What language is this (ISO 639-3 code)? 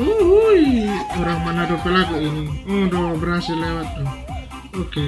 xmm